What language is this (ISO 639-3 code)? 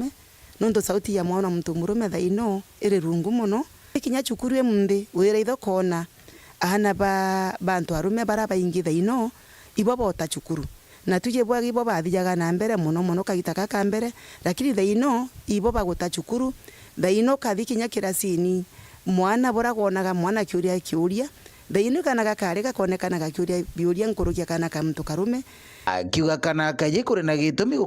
mer